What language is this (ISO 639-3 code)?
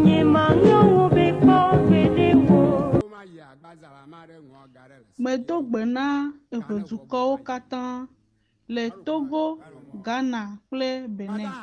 ewe